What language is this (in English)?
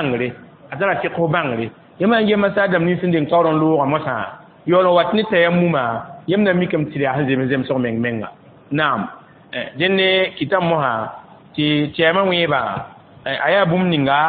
Mossi